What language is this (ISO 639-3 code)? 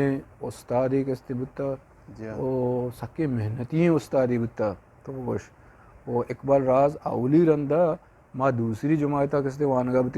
bgp